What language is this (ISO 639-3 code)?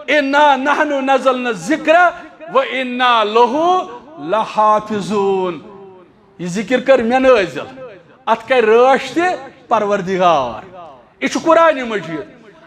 kas